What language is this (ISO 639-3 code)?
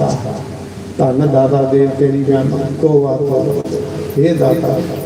doi